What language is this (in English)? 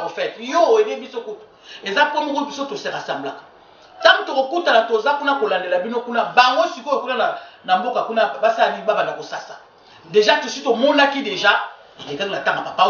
Lingala